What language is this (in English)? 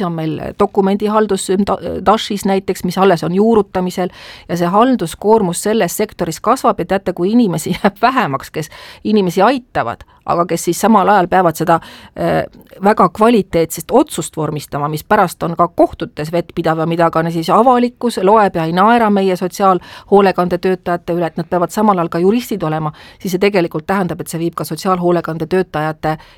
Estonian